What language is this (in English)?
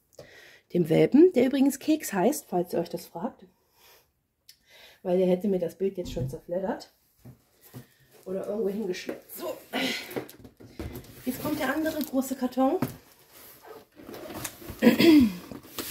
German